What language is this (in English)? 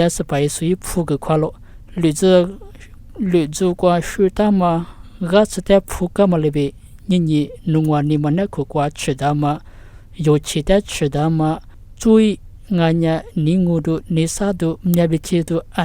Lisu